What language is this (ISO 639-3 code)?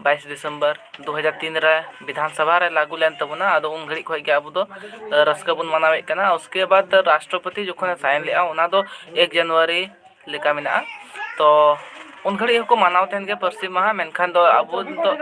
sat